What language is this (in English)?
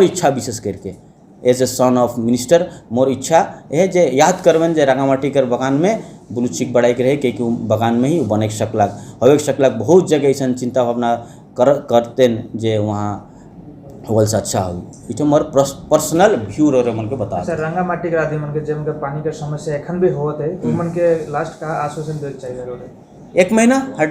Sadri